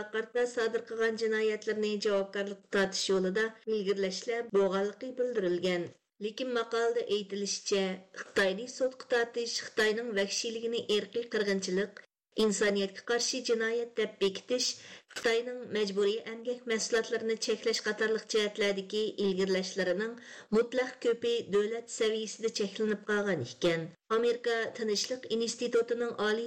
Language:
Uyghur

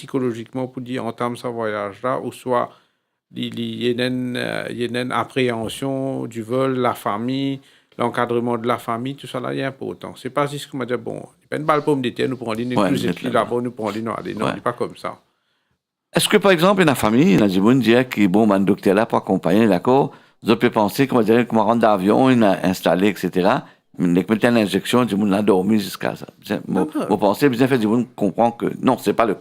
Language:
Morisyen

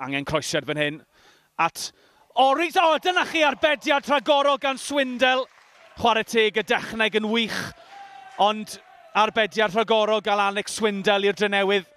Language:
Welsh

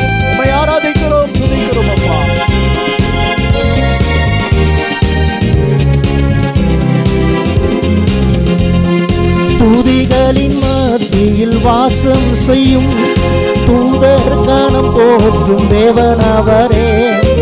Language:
Tamil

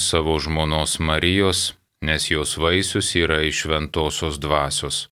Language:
Lithuanian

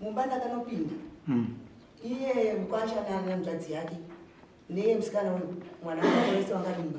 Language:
Shona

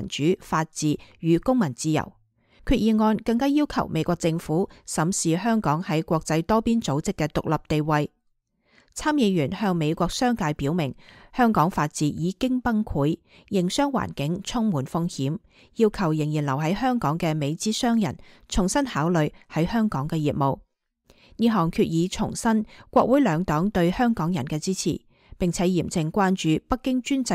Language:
Cantonese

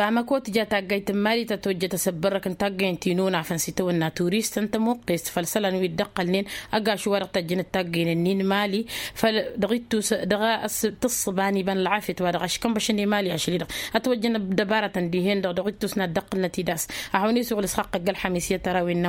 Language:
Tamasheq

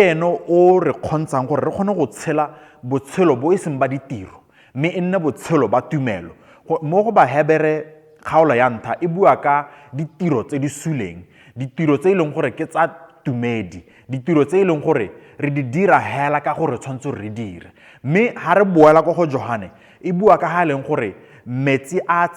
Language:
Tswana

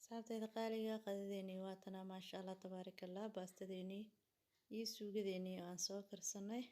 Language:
Somali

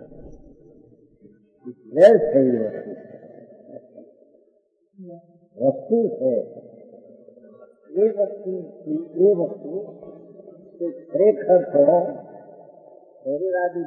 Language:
Gujarati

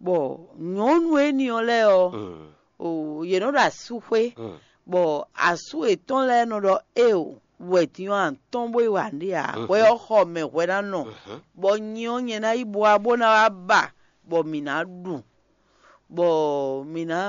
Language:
Fon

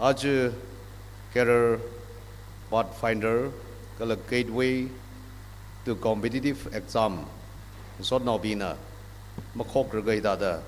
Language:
Tangkhul Naga (India)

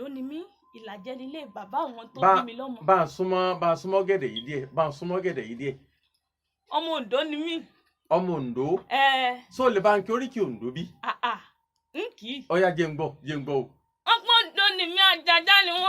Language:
Yoruba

